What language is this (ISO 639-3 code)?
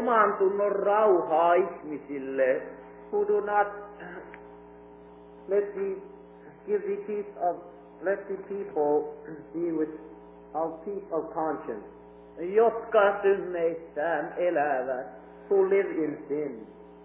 fin